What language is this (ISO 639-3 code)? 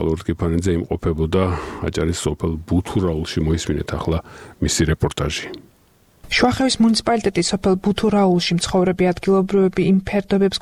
kat